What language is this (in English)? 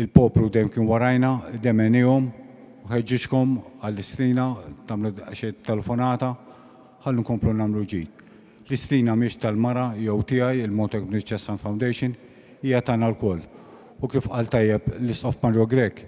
Maltese